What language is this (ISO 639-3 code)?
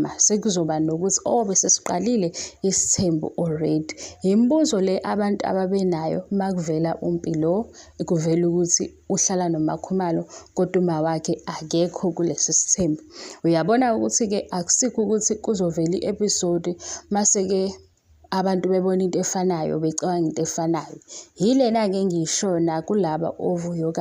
zul